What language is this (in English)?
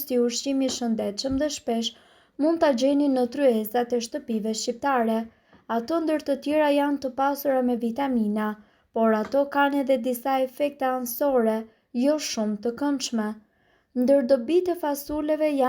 Albanian